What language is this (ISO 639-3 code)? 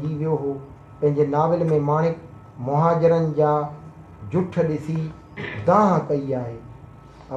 snd